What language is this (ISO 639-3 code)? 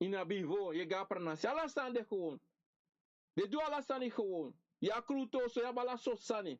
srn